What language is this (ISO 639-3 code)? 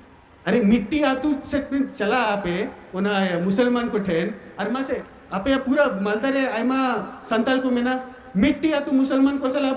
sat